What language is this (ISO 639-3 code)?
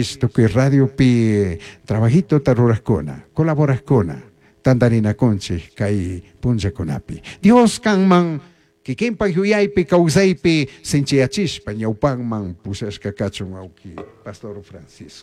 qug